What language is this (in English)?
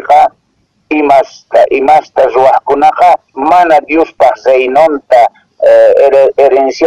Quechua